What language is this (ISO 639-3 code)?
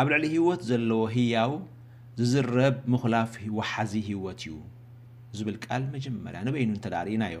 tir